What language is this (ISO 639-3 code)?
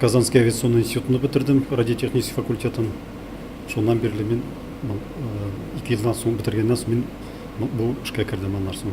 tat